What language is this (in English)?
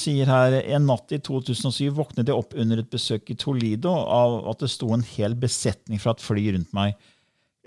Norwegian